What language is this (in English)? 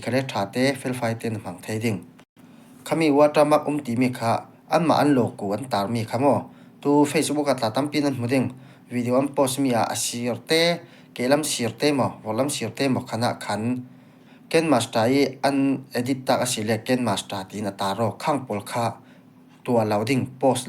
Falam Chin